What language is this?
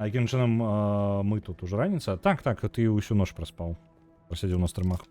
Belarusian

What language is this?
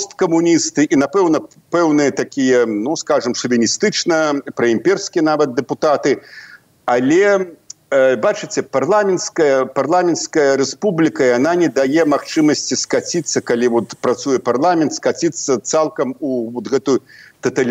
Belarusian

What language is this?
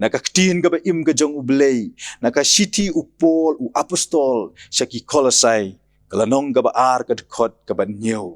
Khasi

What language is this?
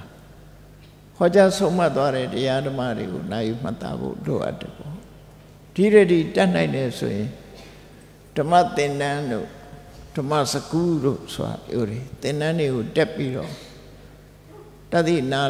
Burmese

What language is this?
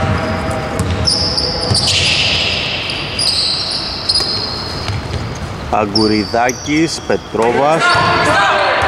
Greek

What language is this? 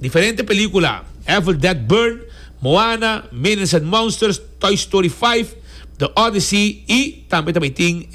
Papiamento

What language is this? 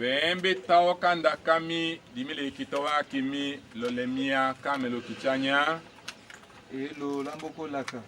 Tetela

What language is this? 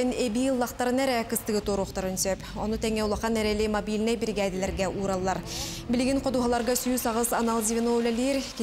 Yakut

